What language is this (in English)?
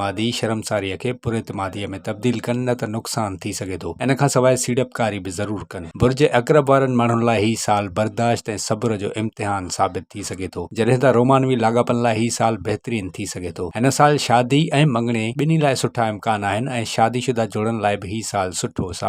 Sindhi